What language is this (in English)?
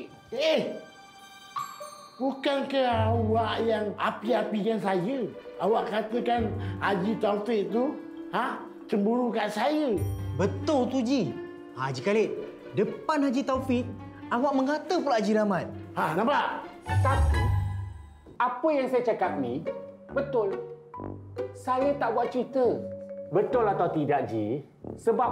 Malay